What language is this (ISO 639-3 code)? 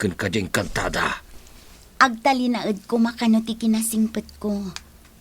ilo